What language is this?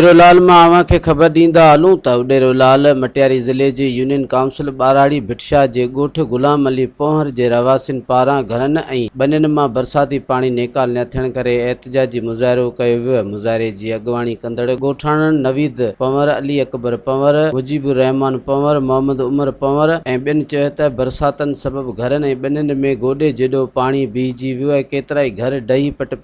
Sindhi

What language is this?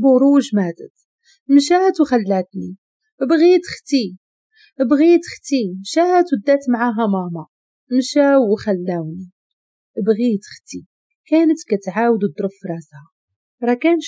Moroccan Arabic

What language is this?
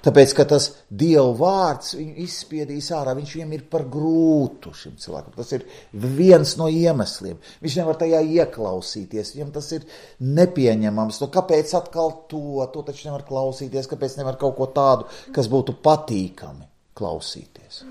Latvian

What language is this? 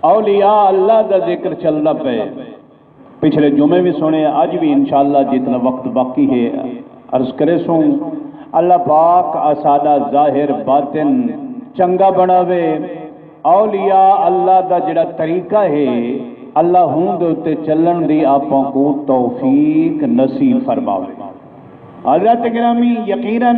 Saraiki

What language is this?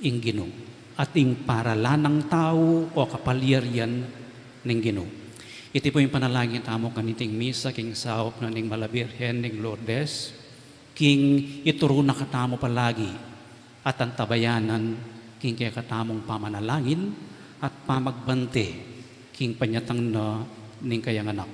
Pampanga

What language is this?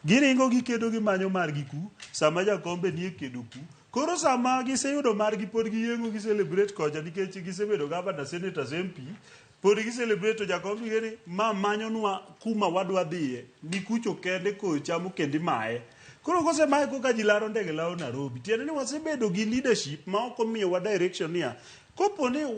Luo (Kenya and Tanzania)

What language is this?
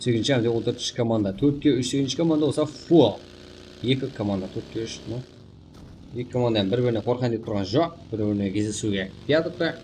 Kara-Kalpak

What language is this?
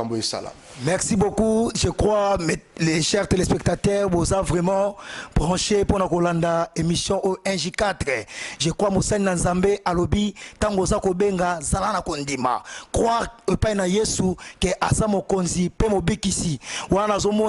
Lingala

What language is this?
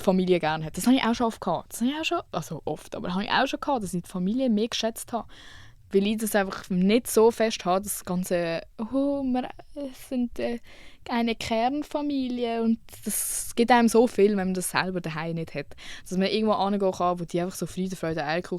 Swiss German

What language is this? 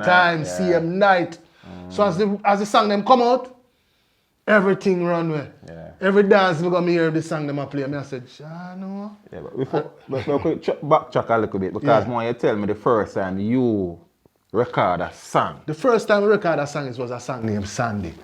Jamaican Creole English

